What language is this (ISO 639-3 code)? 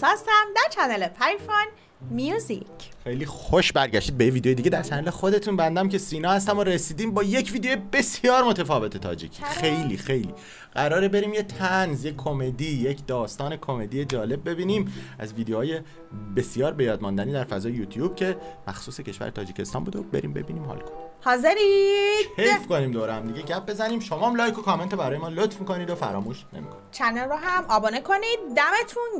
tgk